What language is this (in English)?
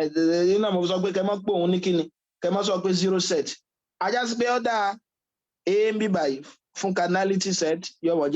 Yoruba